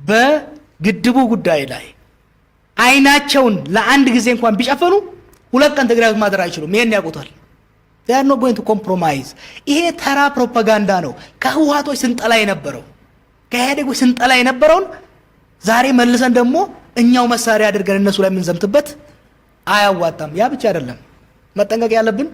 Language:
Amharic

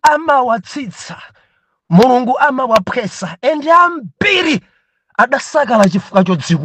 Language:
Nyanja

